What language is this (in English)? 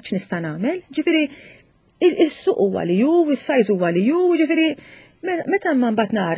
Maltese